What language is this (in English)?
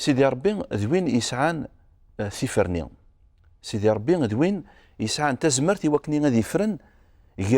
Kabyle